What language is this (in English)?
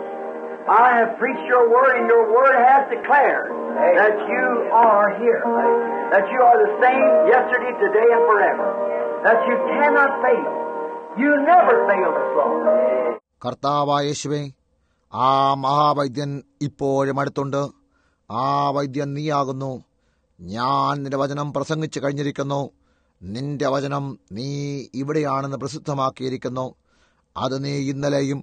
Malayalam